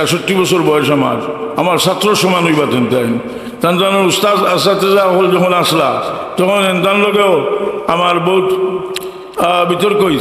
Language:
Sylheti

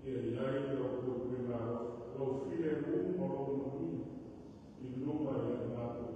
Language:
Samoan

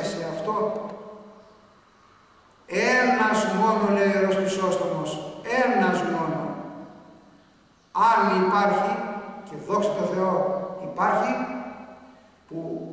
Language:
Greek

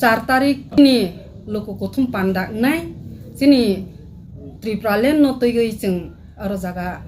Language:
Kok Borok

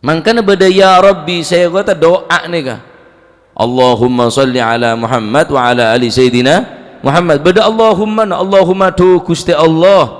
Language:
Madurese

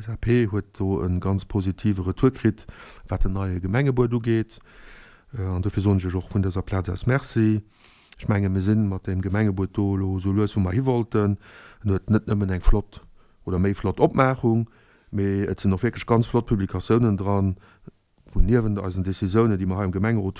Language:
Luxembourgish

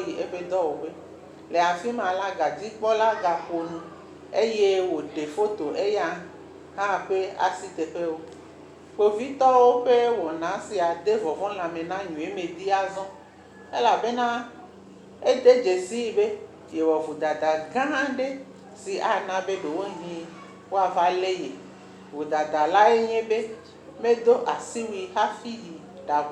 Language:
Ewe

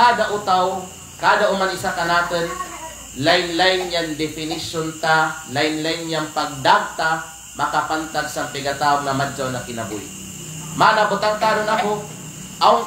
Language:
Kalagan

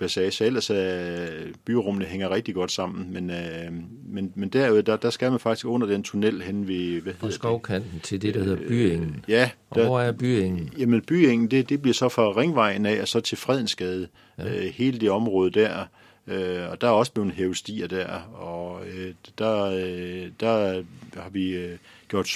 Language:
Danish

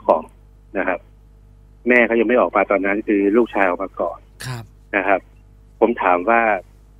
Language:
Thai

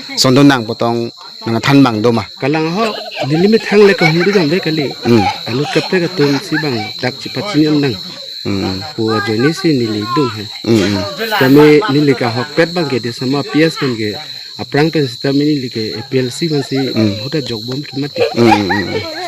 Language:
Karbi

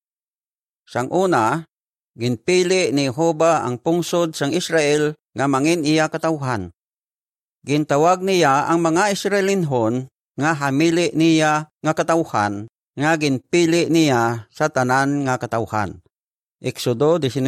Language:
Hiligaynon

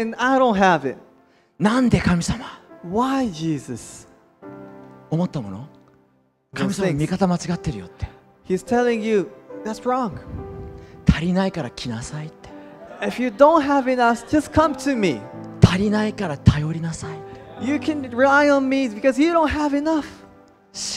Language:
Japanese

